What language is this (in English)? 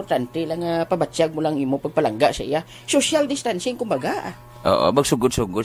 Hiligaynon